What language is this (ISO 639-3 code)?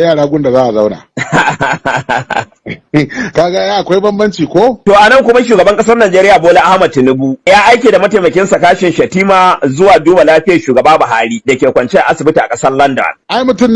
hau